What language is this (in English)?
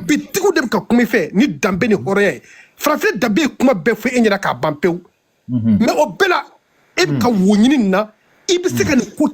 Bambara